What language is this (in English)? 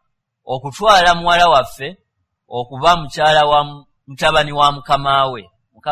Ganda